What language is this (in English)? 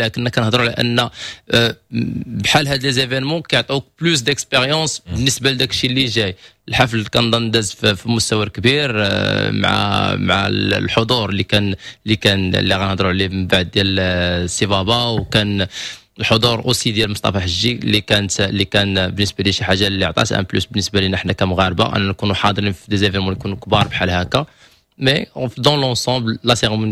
Moroccan Arabic